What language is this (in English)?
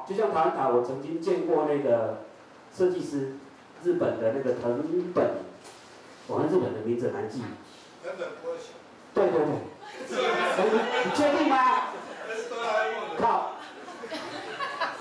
Chinese